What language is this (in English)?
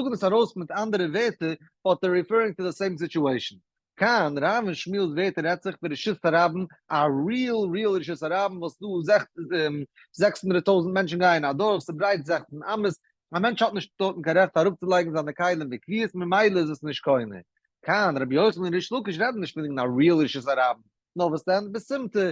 Yiddish